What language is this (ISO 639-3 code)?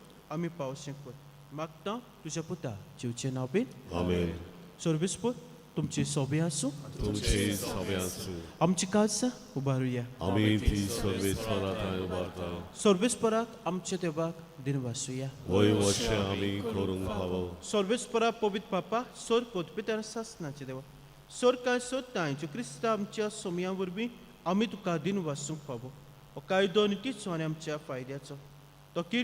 kok